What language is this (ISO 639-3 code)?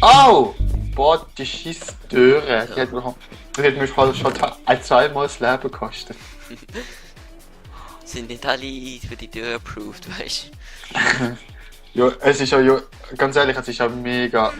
gsw